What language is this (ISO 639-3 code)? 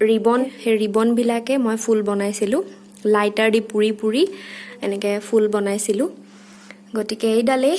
asm